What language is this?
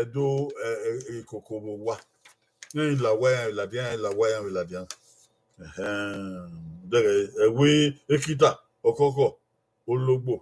Bini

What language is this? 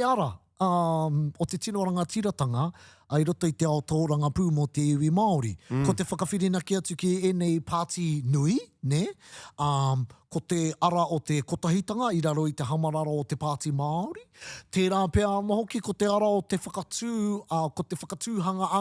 Māori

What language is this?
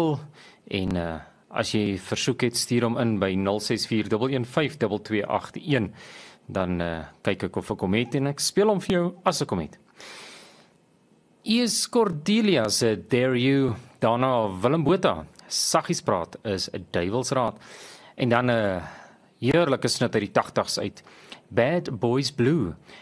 Afrikaans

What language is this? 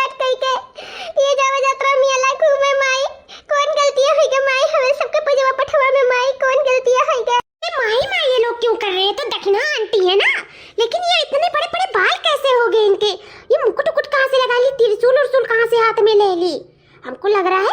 Awadhi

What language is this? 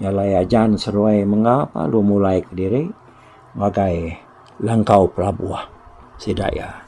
Iban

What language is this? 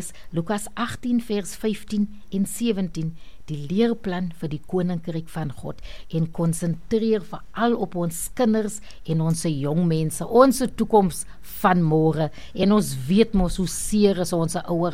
Afrikaans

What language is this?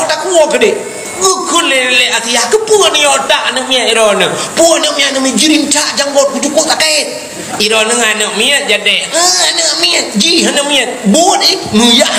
Achinese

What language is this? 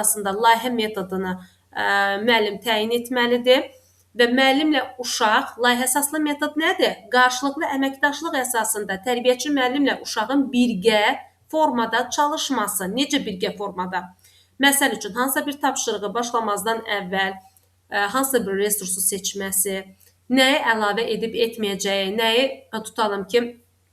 Azerbaijani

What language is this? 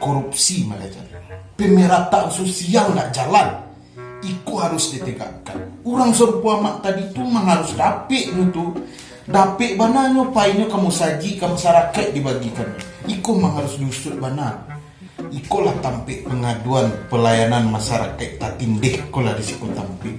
Minangkabau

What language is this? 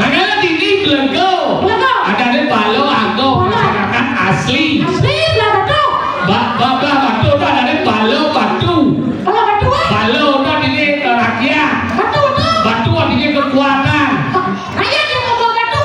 Balinese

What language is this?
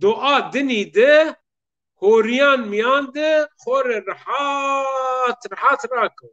Zaza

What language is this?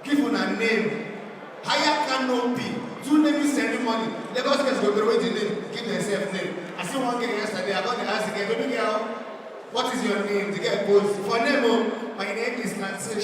Nigerian Pidgin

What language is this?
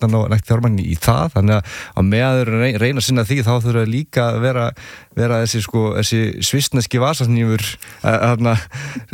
Icelandic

